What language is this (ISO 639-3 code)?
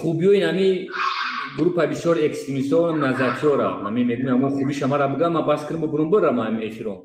tgk